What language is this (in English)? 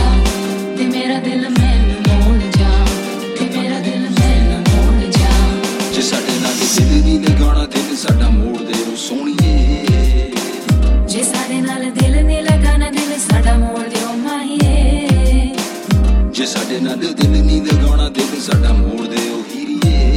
Punjabi